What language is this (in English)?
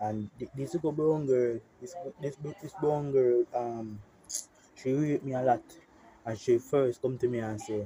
Jamaican Creole English